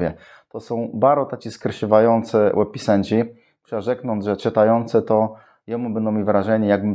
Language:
Kashubian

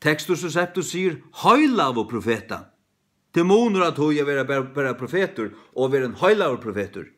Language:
Faroese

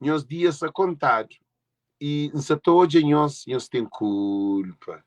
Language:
Kabuverdianu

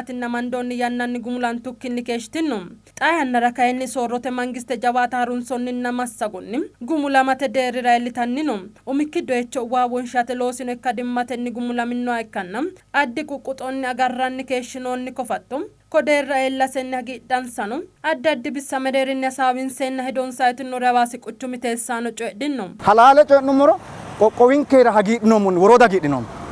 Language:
Sidamo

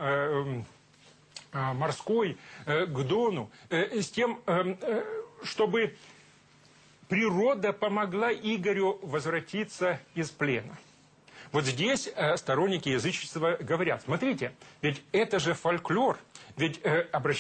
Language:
Russian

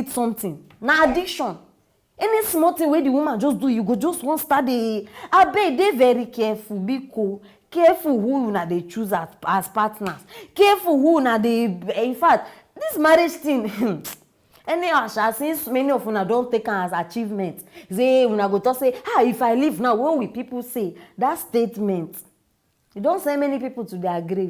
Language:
Nigerian Pidgin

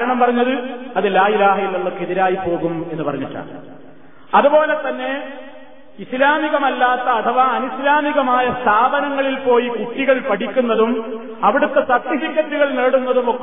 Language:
Malayalam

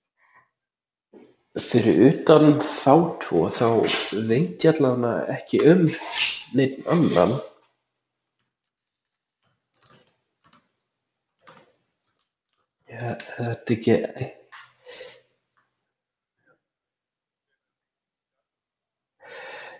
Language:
Icelandic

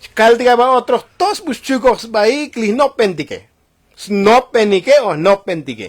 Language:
Tzotzil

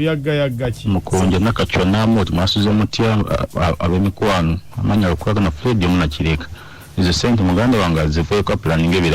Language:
Ganda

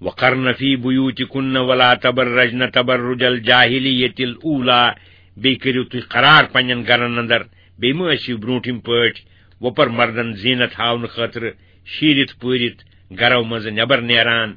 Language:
Kashmiri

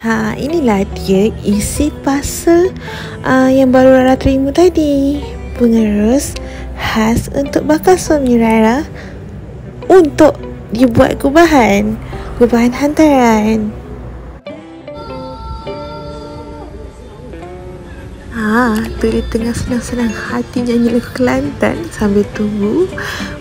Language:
Malay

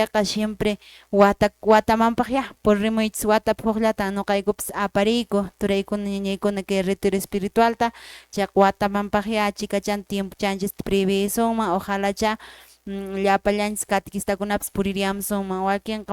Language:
Quechua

